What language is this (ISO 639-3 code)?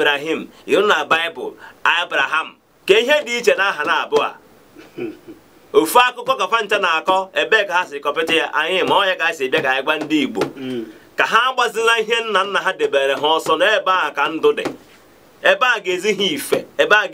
ibo